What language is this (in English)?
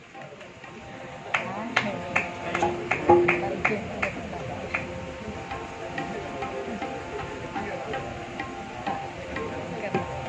Kannada